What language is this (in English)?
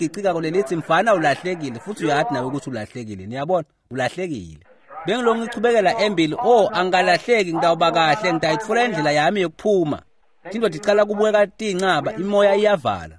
Swati